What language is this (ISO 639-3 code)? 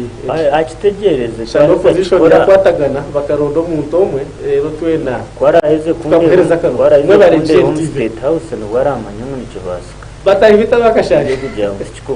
nyn